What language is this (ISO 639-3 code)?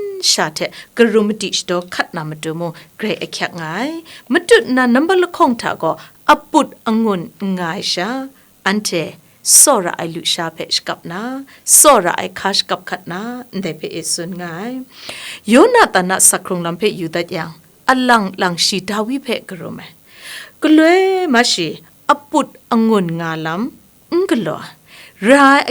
kac